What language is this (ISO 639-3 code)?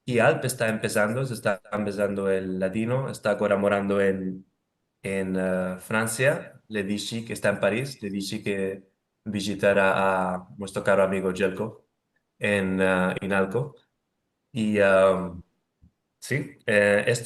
lad